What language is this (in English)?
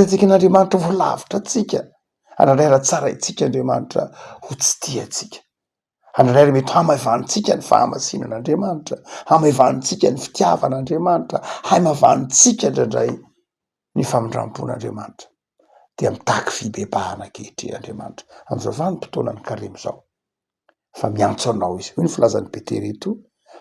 Malagasy